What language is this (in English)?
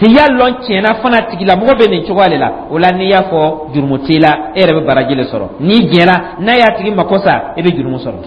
Dyula